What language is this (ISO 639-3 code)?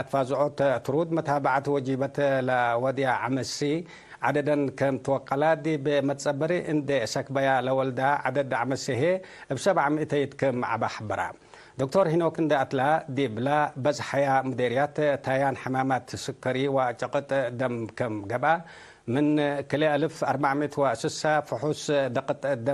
tig